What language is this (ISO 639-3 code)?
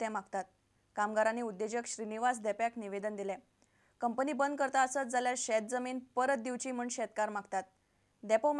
kok